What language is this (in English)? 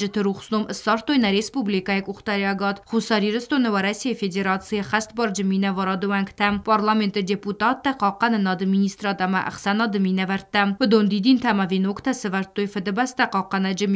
Ossetic